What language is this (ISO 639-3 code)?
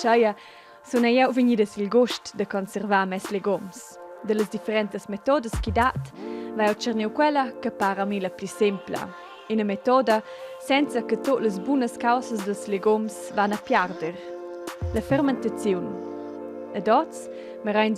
roh